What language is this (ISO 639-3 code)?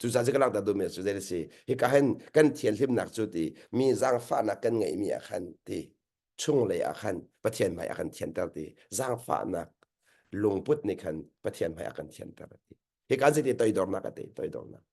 cnh